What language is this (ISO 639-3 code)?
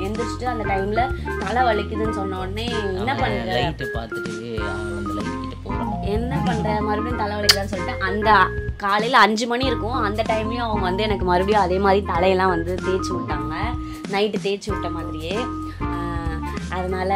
tam